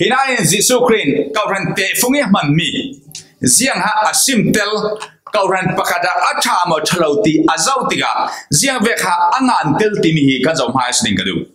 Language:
Falam Chin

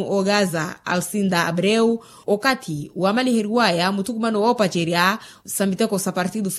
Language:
Makhuwa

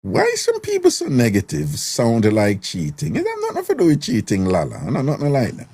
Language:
Jamaican Creole English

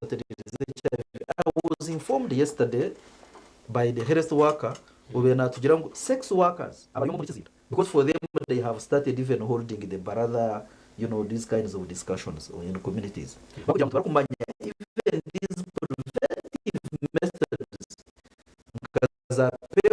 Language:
Nyankole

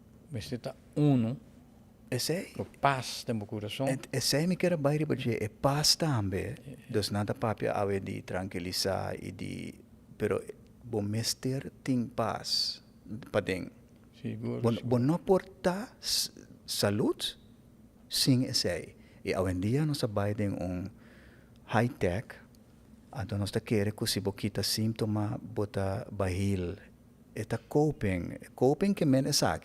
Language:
Papiamento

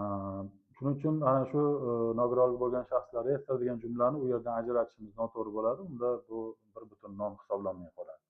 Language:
Uzbek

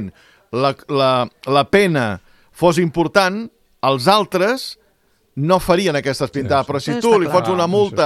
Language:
Catalan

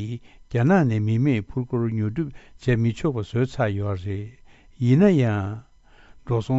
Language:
Tibetan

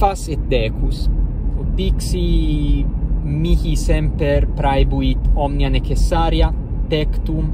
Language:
Latin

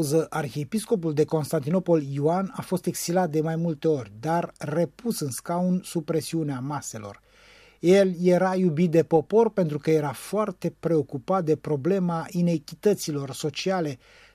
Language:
Romanian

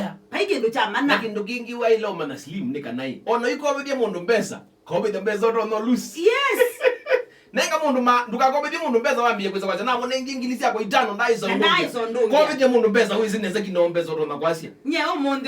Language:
Kamba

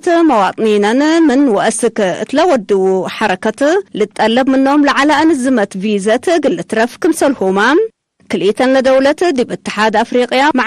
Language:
Tigre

